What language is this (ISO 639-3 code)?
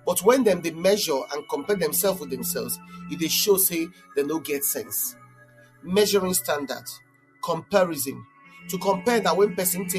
pcm